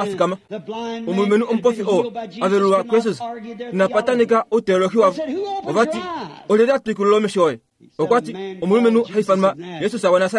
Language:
Kuanyama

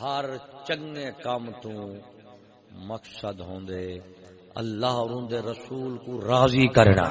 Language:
Saraiki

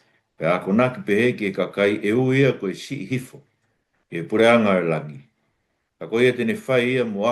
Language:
Tongan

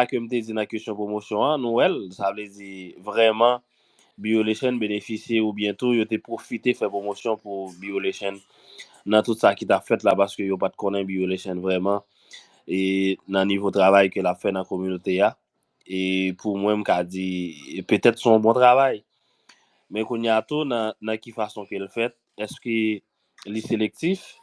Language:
Haitian Creole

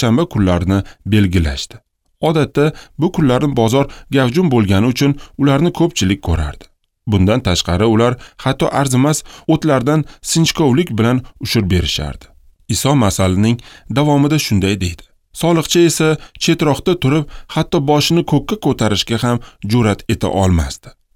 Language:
Uzbek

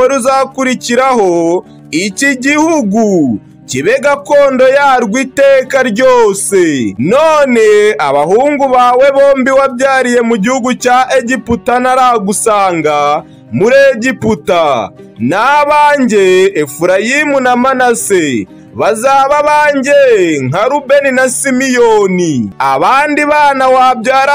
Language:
Kinyarwanda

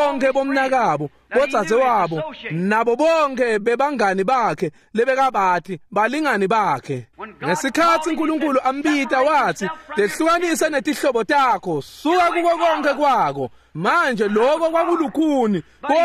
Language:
Swati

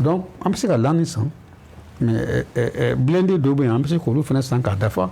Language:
Bambara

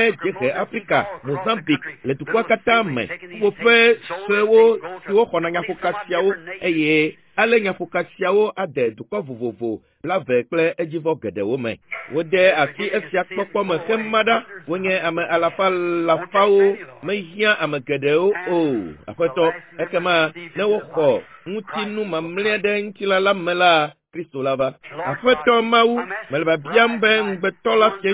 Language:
Ewe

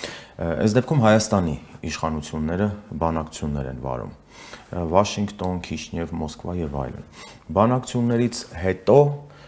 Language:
Armenian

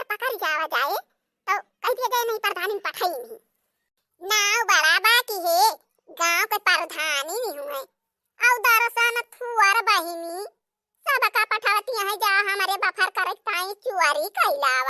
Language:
Awadhi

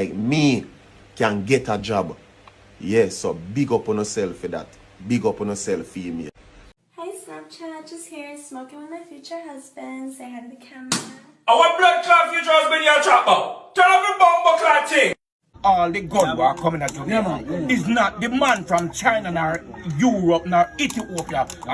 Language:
Jamaican Creole English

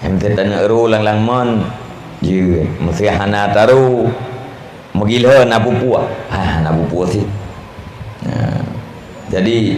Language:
Achinese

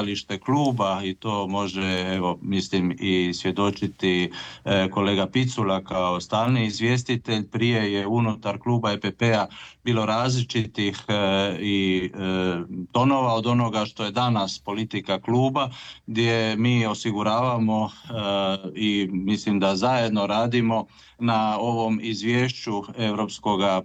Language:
Croatian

